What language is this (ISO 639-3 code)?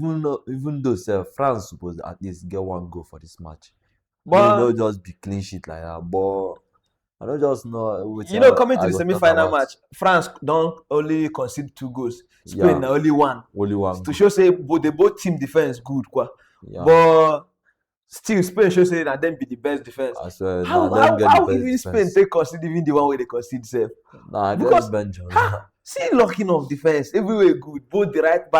pcm